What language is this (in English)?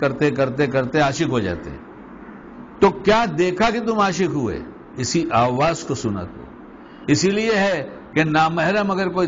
Urdu